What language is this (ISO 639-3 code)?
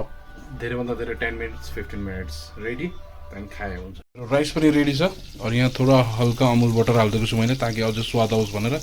nep